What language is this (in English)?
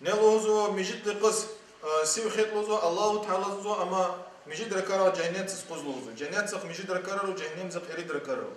Lezghian